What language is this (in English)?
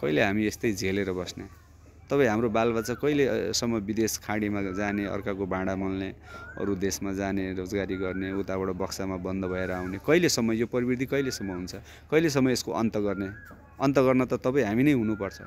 Nepali